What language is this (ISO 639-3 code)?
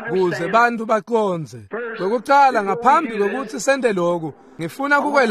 ssw